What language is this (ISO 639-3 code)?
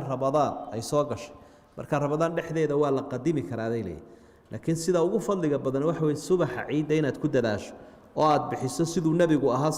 som